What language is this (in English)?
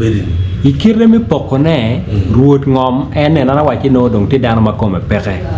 Acoli